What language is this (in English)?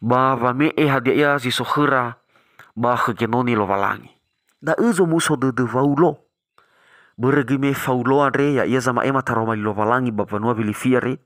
Nias